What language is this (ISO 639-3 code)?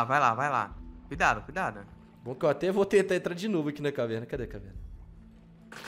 por